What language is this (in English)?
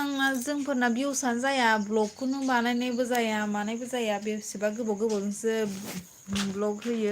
Bodo